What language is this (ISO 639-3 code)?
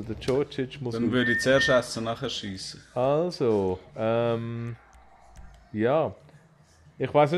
gsw